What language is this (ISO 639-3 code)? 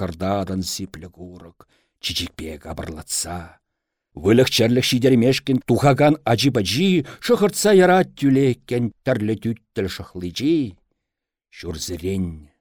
chv